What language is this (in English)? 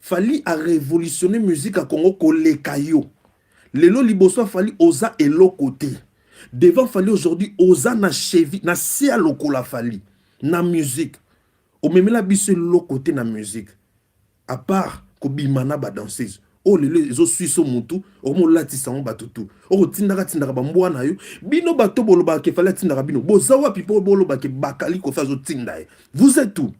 Lingala